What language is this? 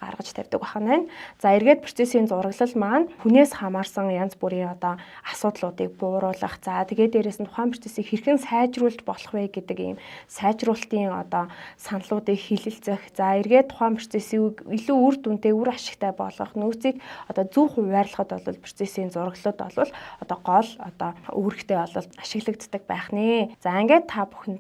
Mongolian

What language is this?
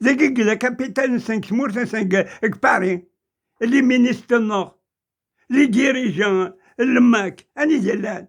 Kabyle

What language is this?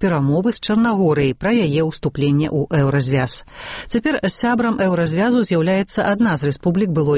Belarusian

